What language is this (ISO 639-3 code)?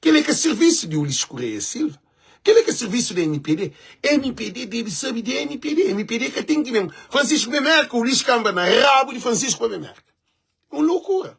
kea